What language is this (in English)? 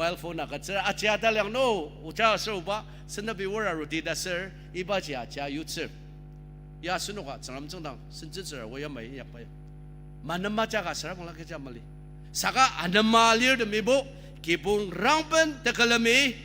Ao Naga